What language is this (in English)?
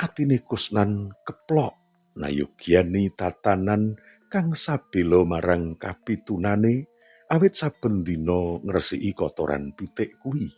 Javanese